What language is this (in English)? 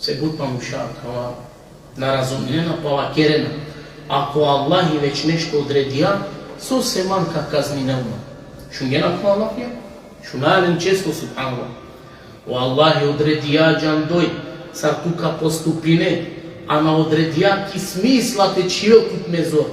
Balkan Romani